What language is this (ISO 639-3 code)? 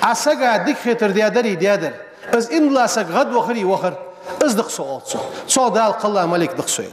inh